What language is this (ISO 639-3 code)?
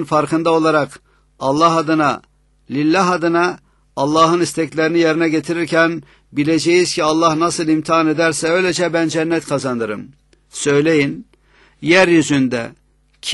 tur